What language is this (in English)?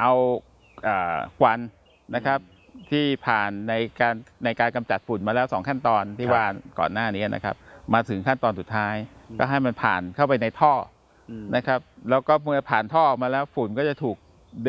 Thai